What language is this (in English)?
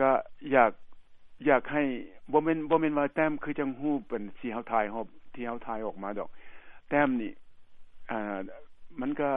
Lao